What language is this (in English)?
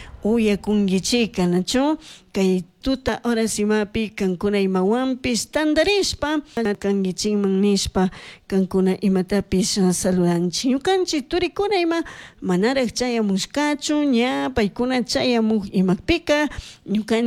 Chimborazo Highland Quichua